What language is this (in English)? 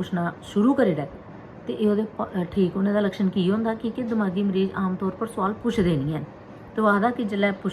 Dogri